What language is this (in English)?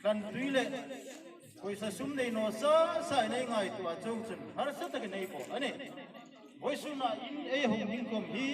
Hmar